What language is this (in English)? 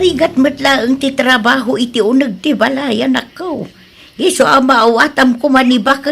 Iloko